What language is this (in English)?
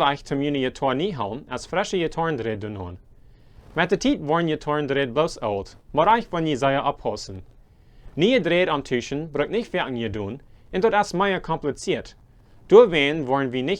Plautdietsch